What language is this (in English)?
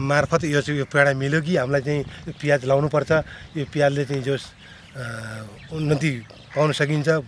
Nepali